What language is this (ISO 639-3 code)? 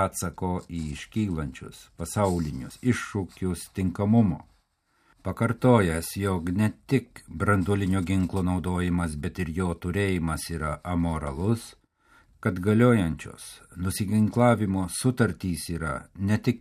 lit